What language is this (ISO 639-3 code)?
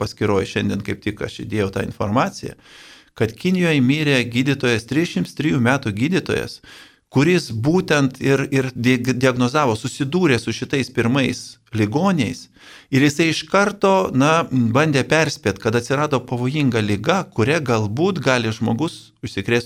lit